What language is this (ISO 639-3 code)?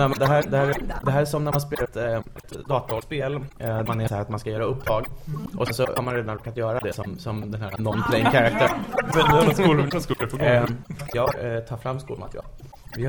swe